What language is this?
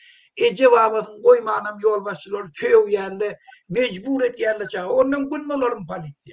Turkmen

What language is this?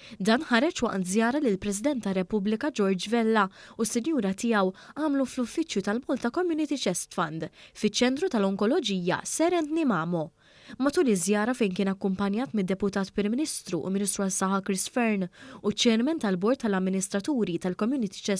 Maltese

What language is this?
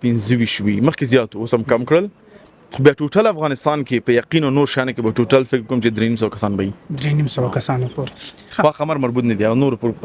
Pashto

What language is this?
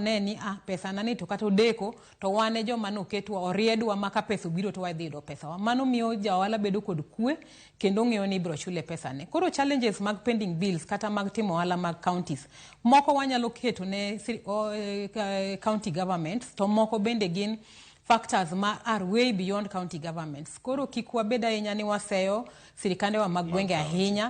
Luo (Kenya and Tanzania)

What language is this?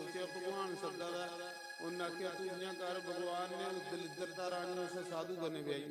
Dogri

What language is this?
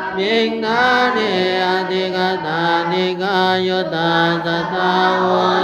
Pali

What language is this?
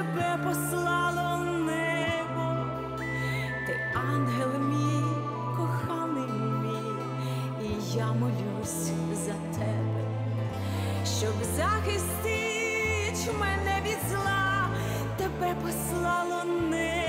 Ukrainian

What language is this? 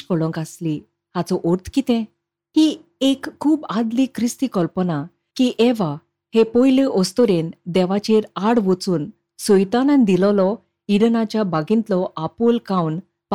Konkani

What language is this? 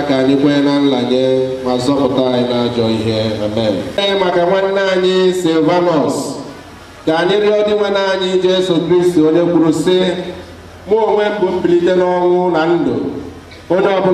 Igbo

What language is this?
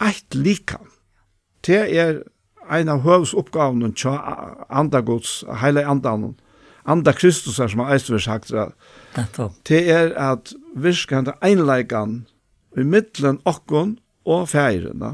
Faroese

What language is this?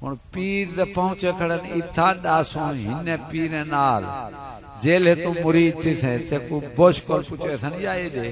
Saraiki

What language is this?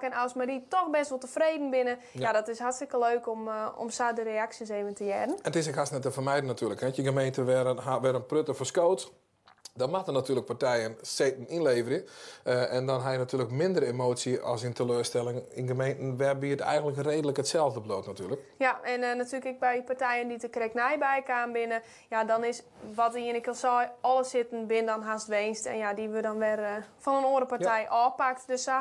Western Frisian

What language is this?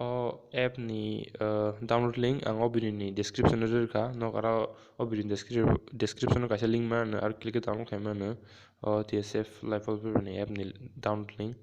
Kok Borok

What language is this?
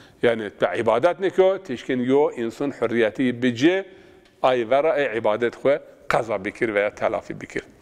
Zaza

